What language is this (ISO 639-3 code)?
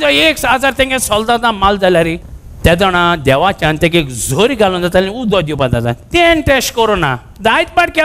kok